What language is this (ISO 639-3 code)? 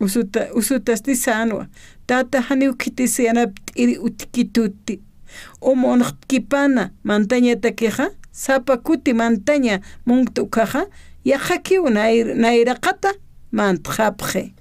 aym